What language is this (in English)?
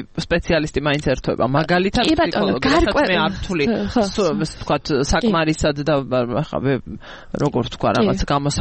Georgian